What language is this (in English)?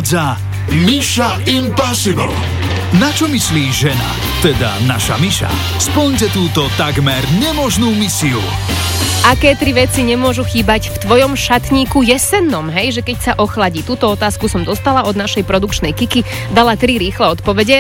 Slovak